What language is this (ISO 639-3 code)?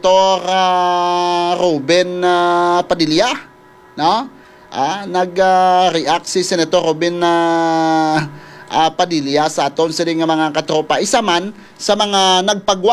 hil